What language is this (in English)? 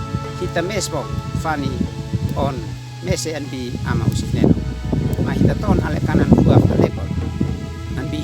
Uab Meto